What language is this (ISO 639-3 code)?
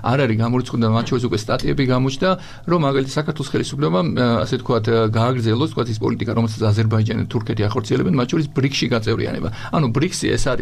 kat